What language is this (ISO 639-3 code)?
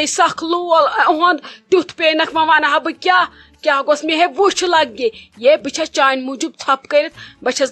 kas